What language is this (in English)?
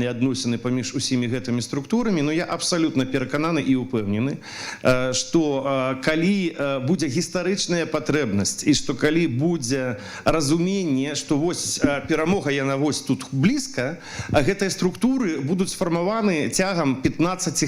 Belarusian